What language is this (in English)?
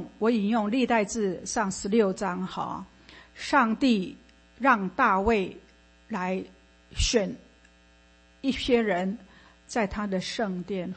Chinese